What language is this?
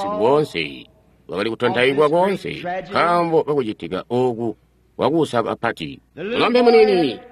Tonga (Zambia)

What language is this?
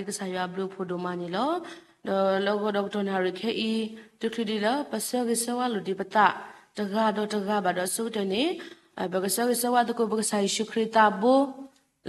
S'gaw Karen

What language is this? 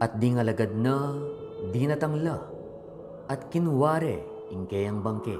Pampanga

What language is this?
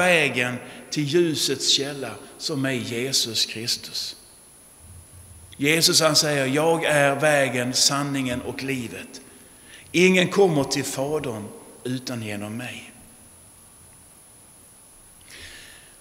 Swedish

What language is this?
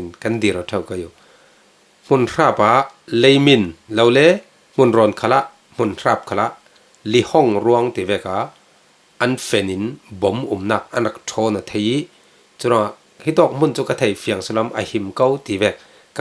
Falam Chin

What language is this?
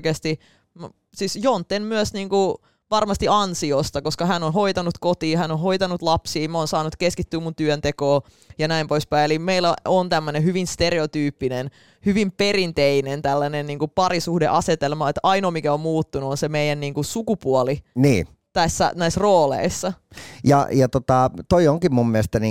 Finnish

